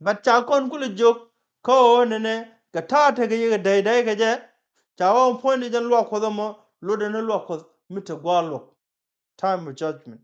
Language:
Nuer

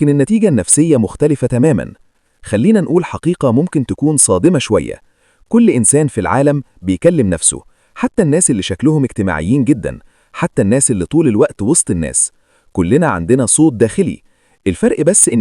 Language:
Egyptian Arabic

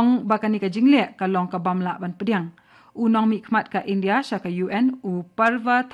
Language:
Khasi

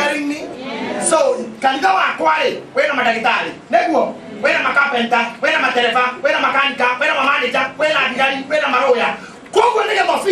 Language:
Kikuyu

